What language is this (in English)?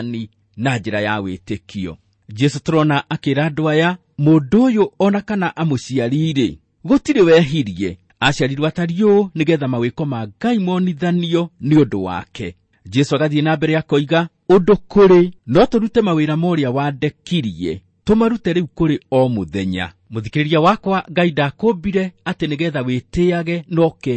Kikuyu